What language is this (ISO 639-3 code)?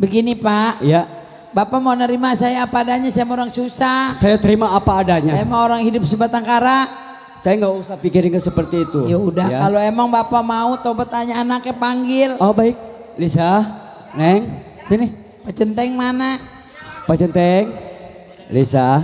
bew